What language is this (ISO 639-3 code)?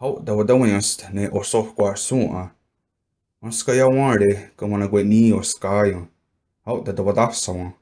moh